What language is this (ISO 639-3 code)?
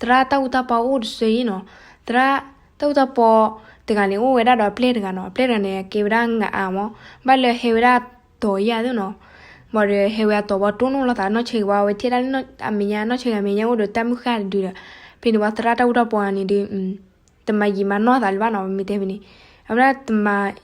ksw